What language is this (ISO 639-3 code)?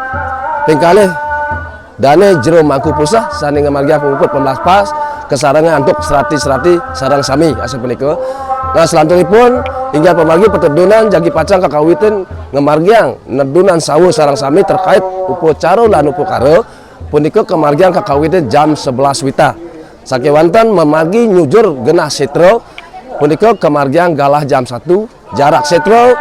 ban